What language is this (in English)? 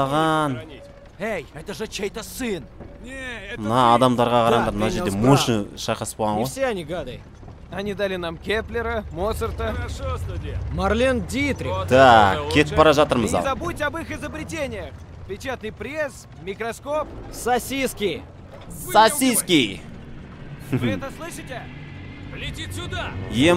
Kazakh